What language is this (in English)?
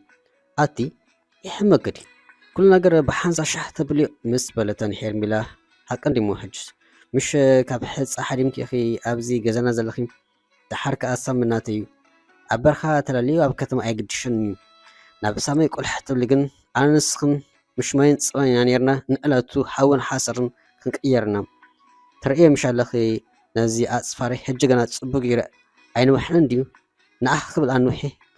Tigrinya